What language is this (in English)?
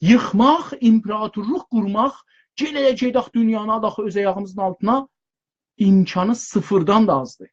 South Azerbaijani